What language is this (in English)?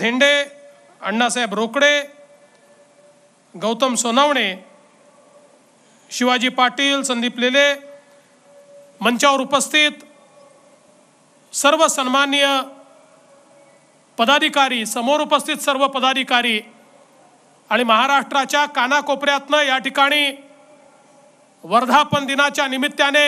Marathi